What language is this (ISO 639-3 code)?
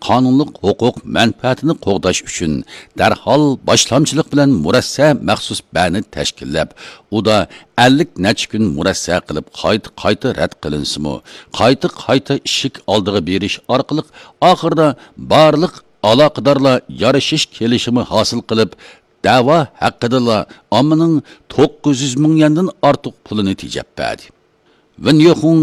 uig